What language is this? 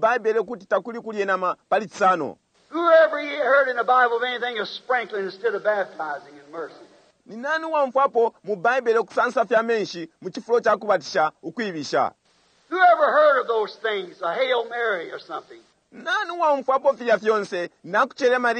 Bemba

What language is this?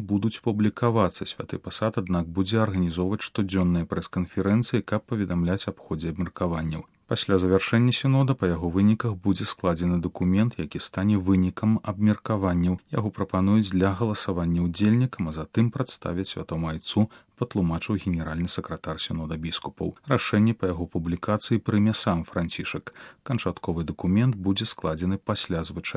Belarusian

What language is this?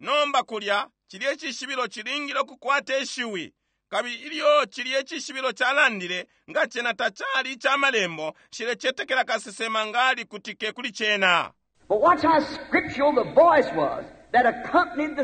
Bemba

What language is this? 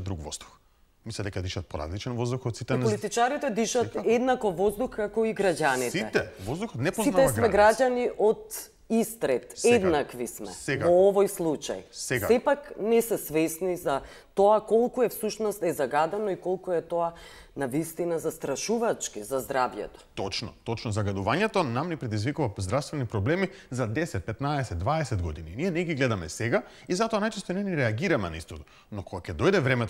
Macedonian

